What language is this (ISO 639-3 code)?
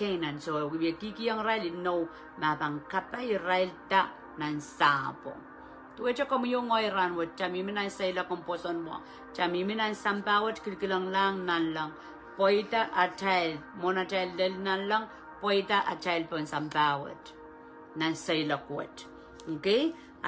pon